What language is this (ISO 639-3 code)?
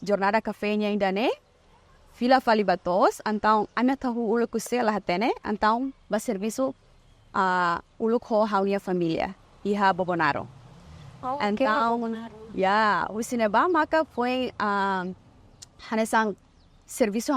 tet